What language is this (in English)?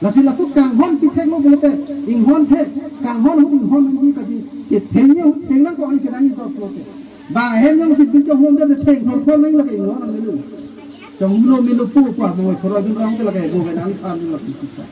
Karbi